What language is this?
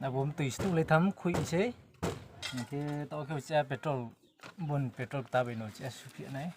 Riang (India)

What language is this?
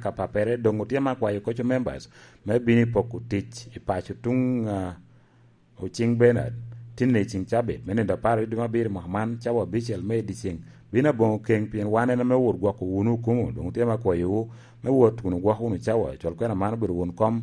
Lango (Uganda)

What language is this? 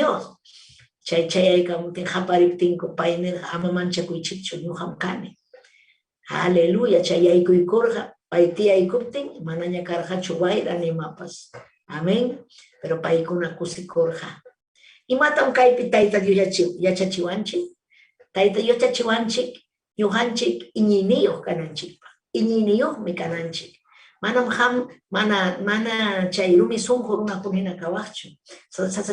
Ayacucho Quechua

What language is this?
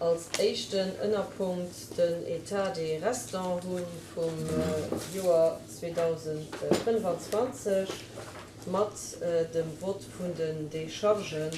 Luxembourgish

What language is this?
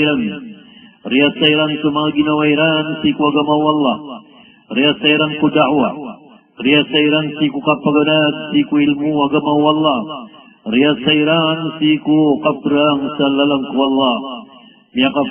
Maranao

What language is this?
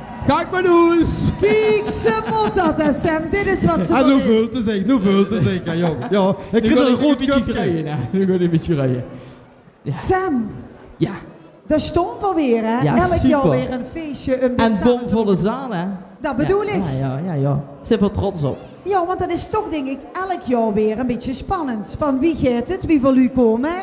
Limburgish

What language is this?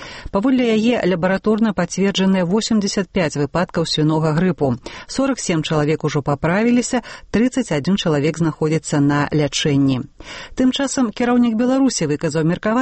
Belarusian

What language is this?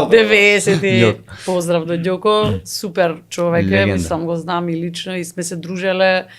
Macedonian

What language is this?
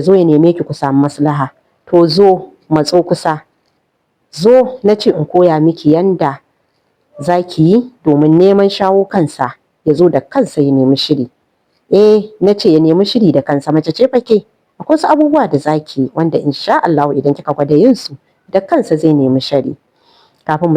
Hausa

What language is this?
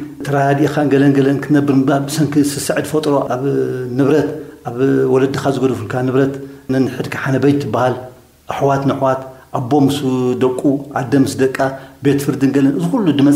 Tigrinya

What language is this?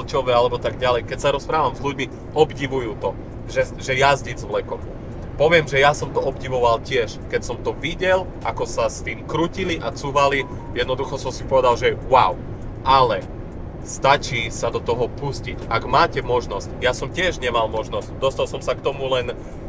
Slovak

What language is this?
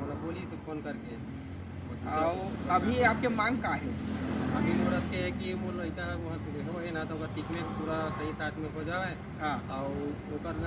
Chhattisgarhi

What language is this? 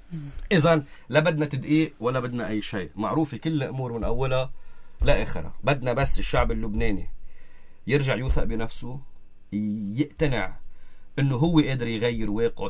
North Levantine Arabic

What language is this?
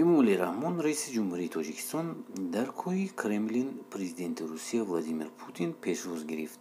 Tajik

